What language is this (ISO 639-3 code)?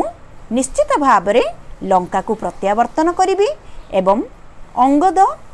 ori